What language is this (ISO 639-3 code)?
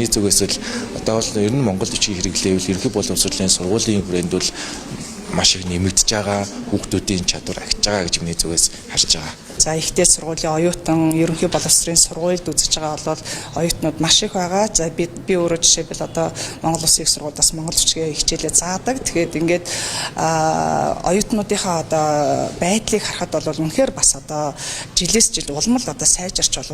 mon